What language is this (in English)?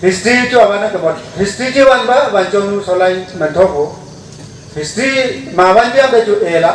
Wancho Naga